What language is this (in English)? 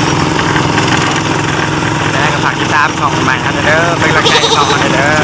Lao